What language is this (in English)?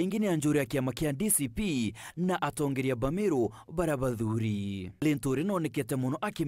Meru